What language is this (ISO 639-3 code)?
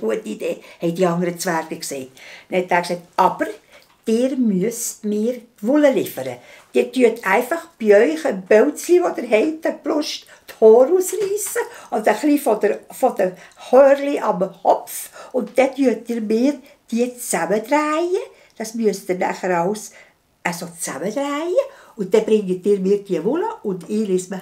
gsw